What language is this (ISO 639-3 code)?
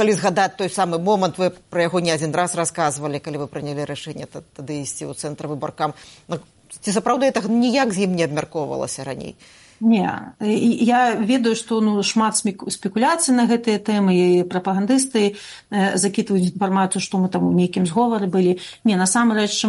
bel